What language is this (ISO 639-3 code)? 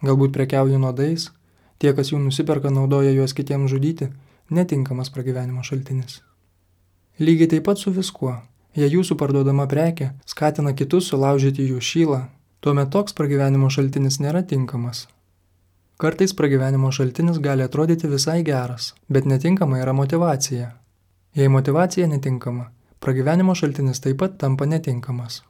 lit